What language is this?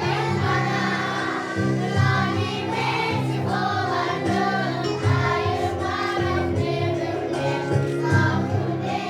Crimean Tatar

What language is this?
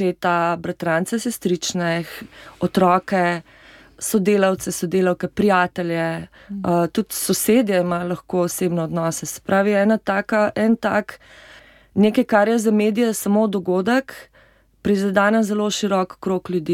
Slovenian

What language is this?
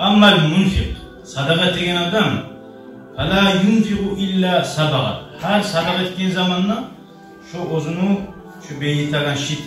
Kumyk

